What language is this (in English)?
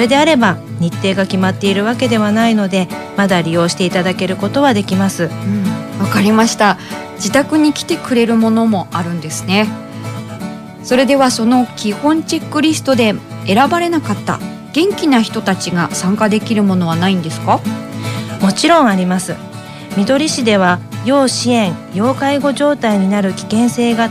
Japanese